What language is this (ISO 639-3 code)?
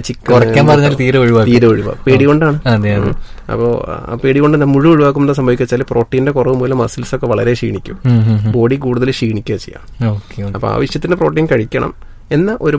mal